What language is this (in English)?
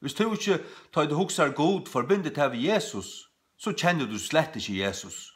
Faroese